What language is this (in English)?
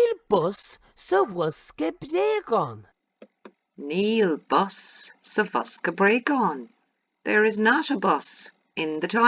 Irish